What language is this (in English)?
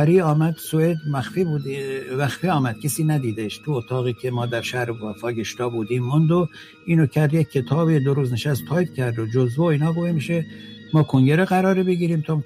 Persian